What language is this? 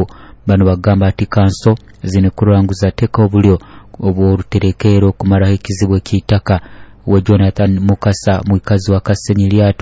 Nyoro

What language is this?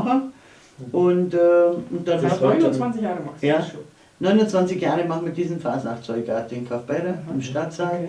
Bavarian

